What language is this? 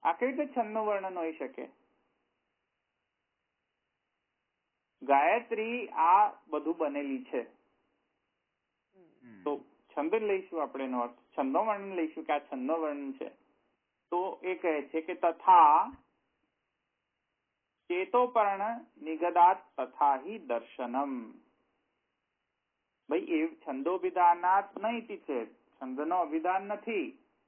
Gujarati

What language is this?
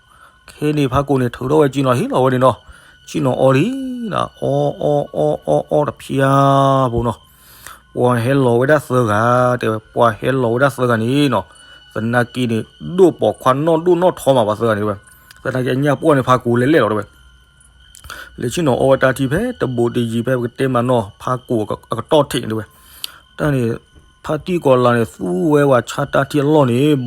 S'gaw Karen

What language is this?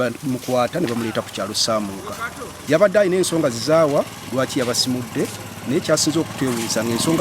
Ganda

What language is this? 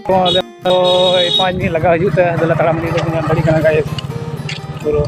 Santali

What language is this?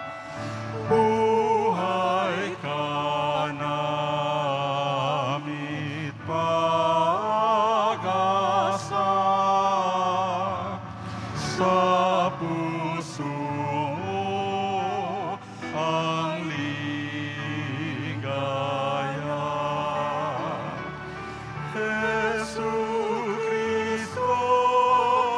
Filipino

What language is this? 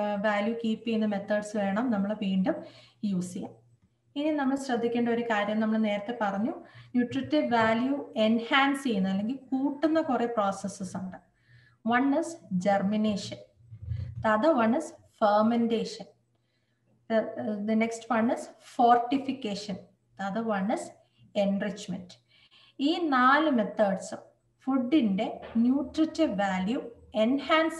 Malayalam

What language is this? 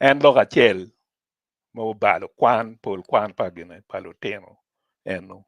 Acoli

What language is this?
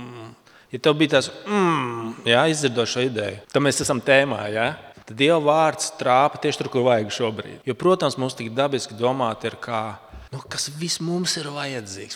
Latvian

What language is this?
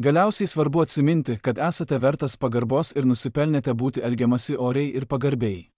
Lithuanian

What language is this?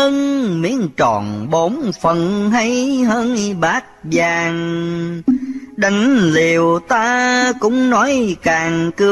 Vietnamese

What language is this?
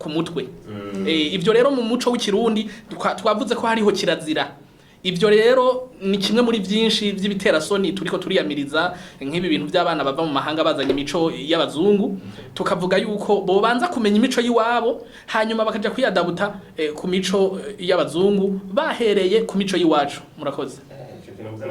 Rundi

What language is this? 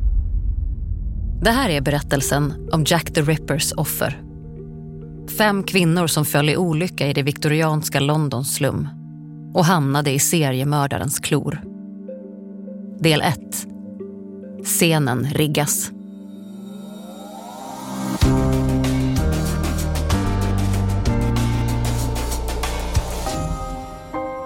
Swedish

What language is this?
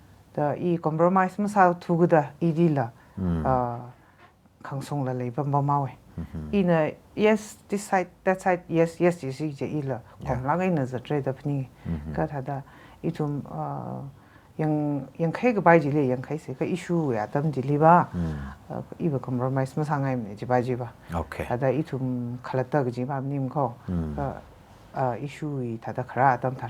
Tangkhul Naga (India)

